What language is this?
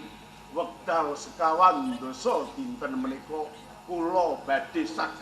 Javanese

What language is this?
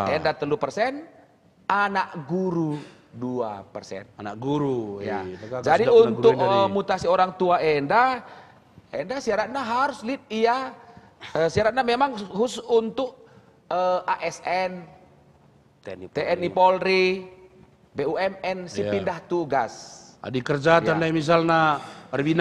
Batak Karo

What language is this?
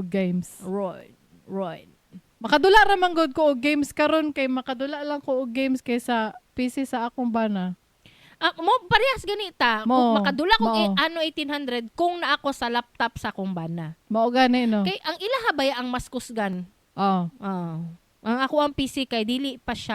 Cebuano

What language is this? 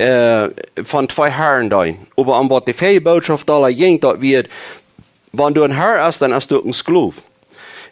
Plautdietsch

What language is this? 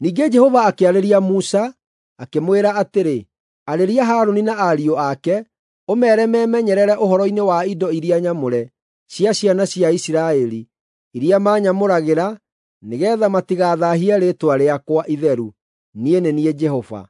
Kikuyu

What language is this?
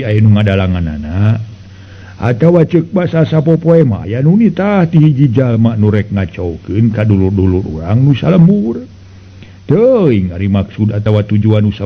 Sundanese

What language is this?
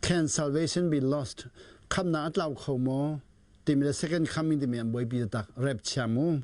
Hakha Chin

